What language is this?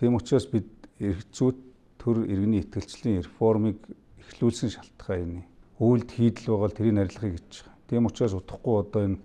Mongolian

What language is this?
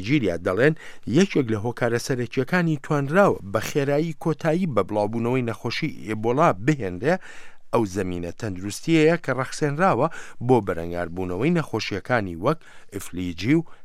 Central Kurdish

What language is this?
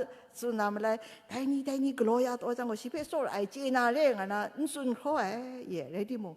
Kachin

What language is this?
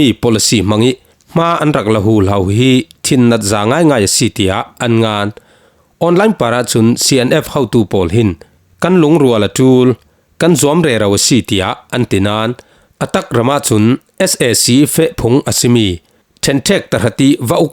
Falam Chin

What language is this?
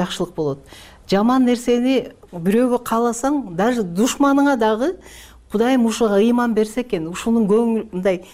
Kyrgyz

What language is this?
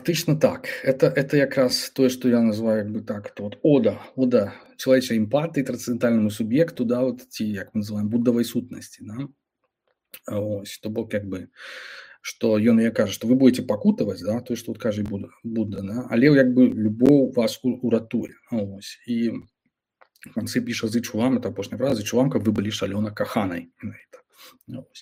Belarusian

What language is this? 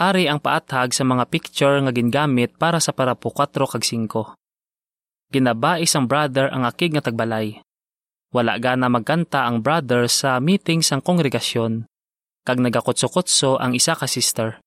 Hiligaynon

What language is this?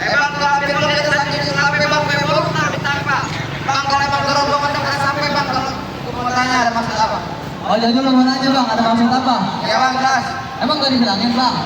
Betawi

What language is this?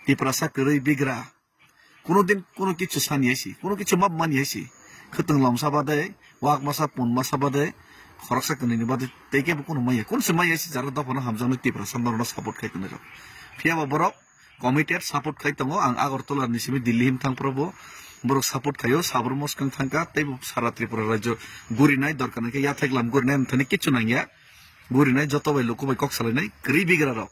Kok Borok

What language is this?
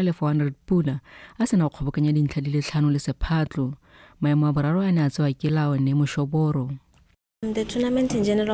Tswana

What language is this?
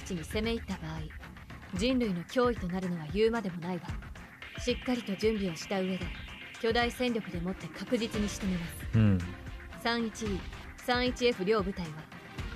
Japanese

